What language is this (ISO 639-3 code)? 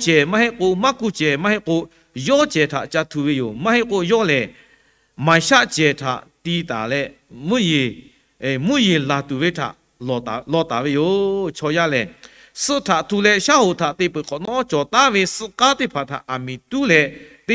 lhu